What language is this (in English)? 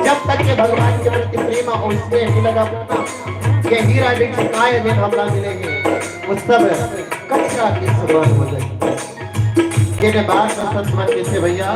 Chhattisgarhi